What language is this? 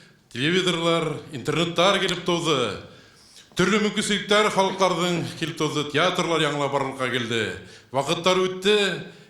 Bashkir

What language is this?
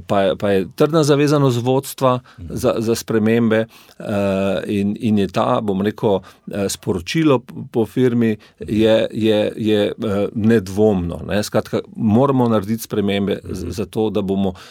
Slovenian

